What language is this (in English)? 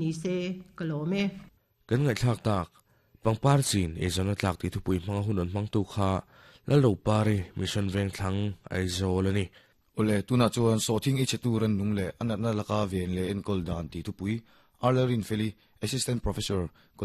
Mizo